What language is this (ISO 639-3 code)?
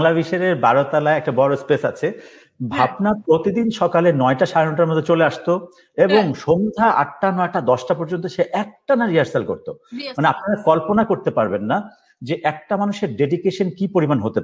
ben